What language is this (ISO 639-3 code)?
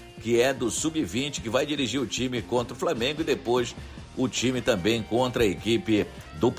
por